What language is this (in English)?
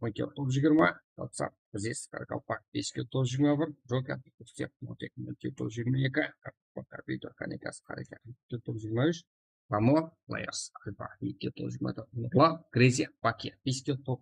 Kara-Kalpak